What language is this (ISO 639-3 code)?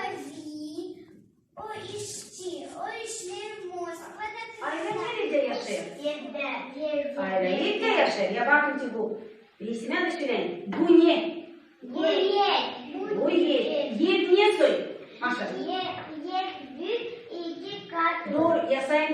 gag